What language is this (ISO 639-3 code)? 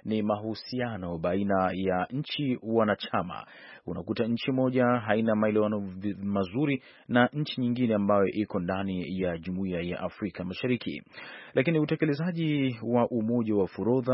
swa